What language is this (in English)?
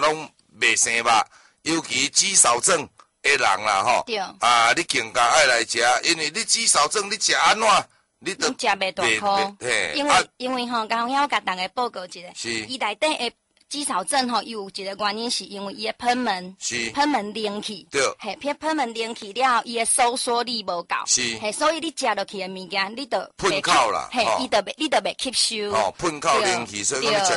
Min Nan Chinese